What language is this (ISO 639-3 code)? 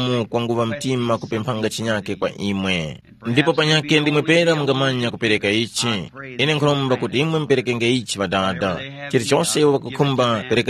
tum